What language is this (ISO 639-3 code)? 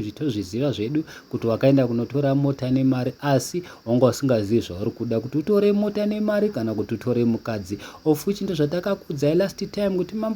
sna